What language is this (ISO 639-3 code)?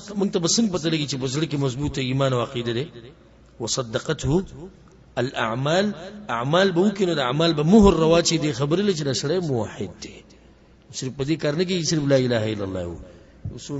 pus